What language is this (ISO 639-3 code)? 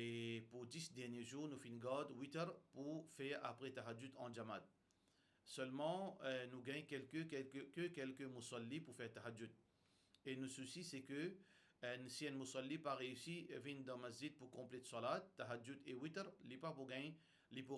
mfe